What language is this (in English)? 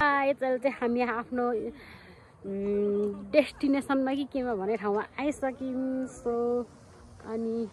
Nepali